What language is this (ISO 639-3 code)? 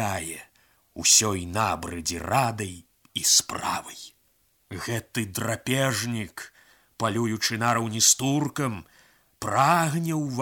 bel